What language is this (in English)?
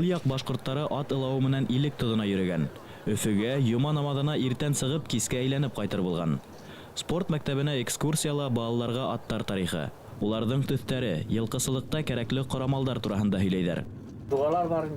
Bashkir